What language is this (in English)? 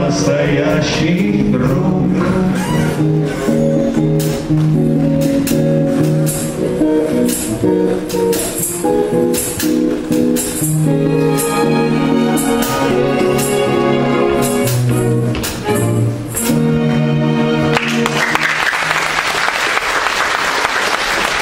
Russian